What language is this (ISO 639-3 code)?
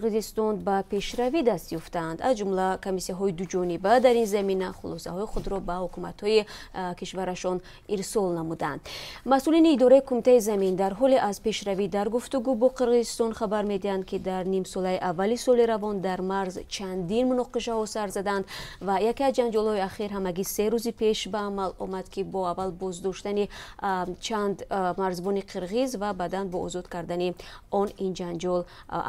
tgk